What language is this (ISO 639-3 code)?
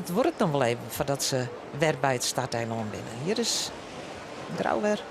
fry